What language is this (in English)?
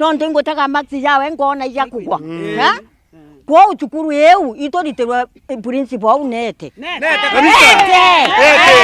Meru